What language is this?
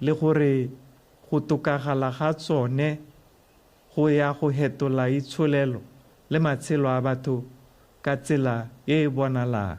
Tswana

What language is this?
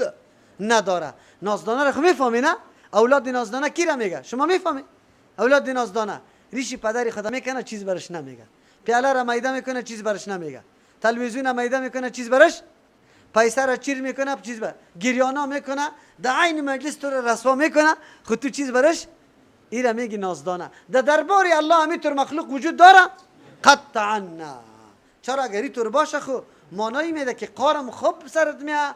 Persian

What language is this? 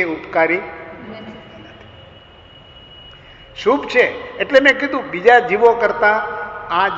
Gujarati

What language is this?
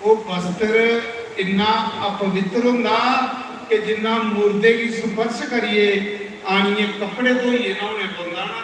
Dogri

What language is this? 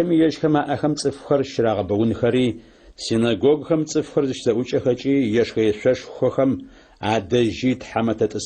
Adyghe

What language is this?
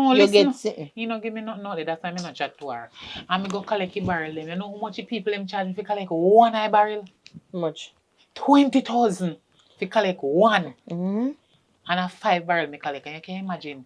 Jamaican Creole English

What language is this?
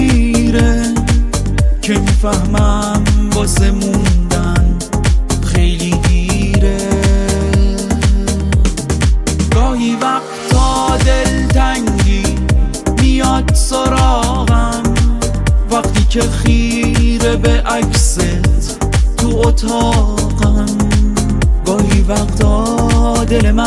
Persian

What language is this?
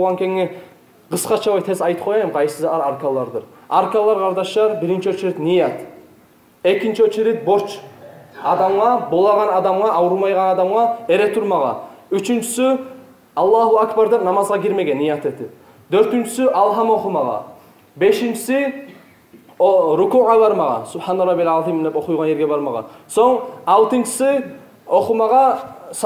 Kumyk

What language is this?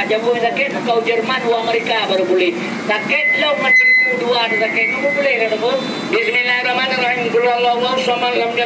Achinese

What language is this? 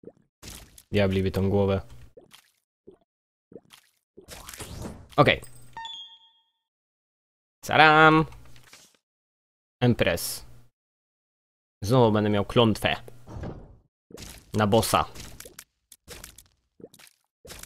Polish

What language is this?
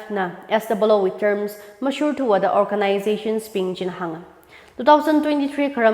Tangkhul Naga (India)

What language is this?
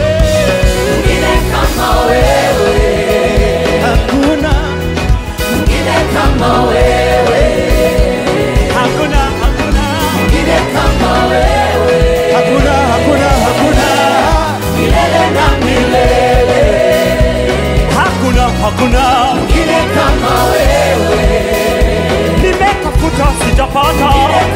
Swahili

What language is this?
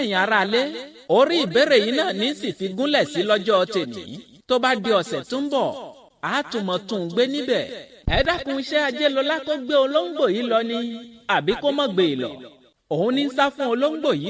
Yoruba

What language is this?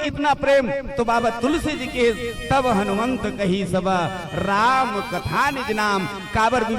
Chhattisgarhi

